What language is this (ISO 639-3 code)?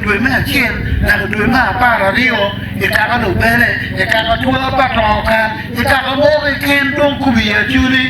ach